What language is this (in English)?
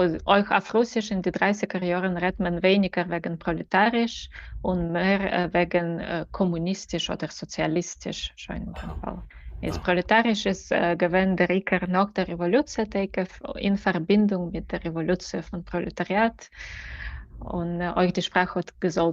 Yiddish